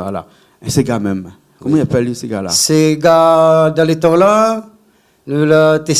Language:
Réunion Creole French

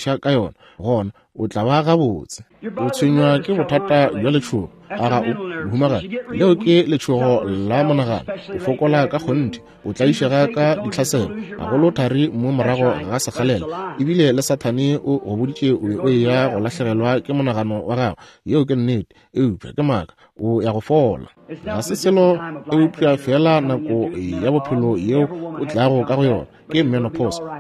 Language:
Northern Sotho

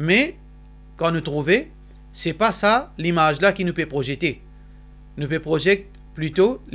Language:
Morisyen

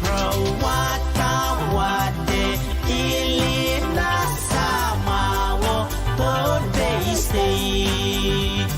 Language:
Pohnpeian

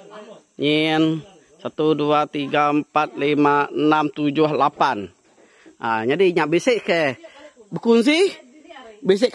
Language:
Iban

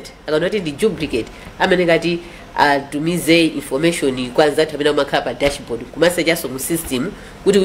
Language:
Nyanja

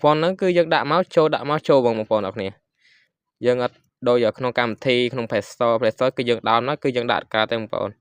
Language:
Khmer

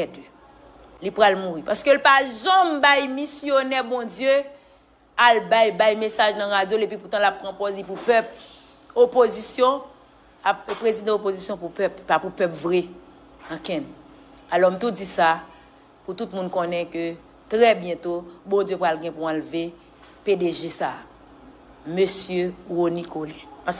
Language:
Haitian Creole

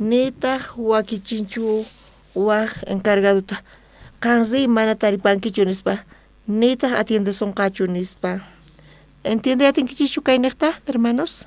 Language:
South Bolivian Quechua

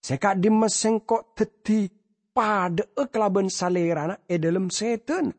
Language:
Madurese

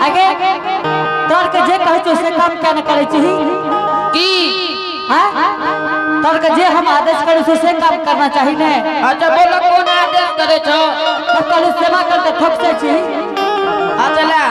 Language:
Angika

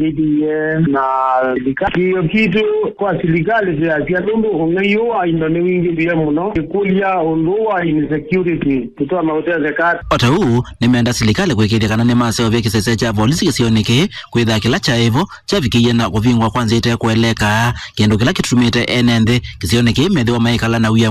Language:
Kamba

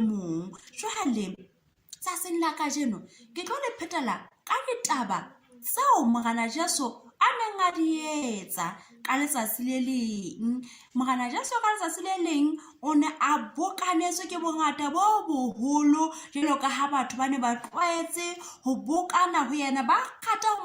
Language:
Southern Sotho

